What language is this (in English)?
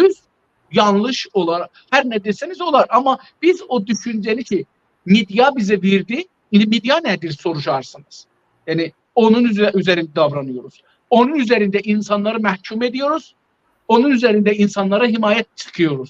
South Azerbaijani